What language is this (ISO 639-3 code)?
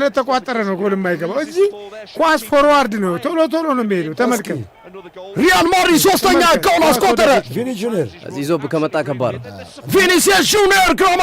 amh